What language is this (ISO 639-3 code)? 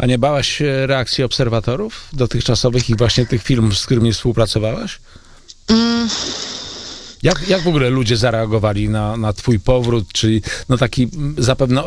pol